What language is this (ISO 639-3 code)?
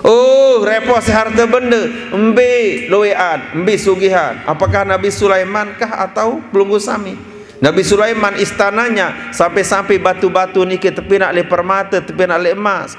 sas